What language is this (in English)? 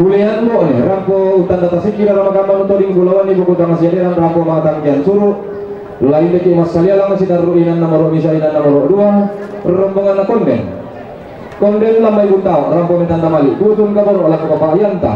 Toraja-Sa'dan